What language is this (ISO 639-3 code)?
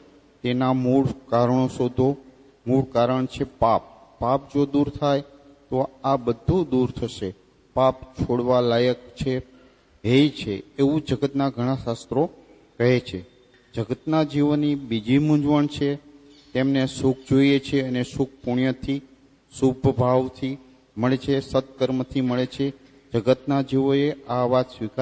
guj